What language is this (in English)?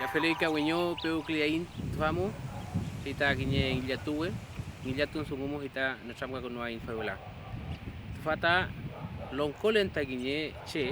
Mapuche